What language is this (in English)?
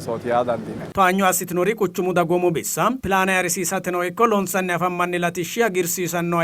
Sidamo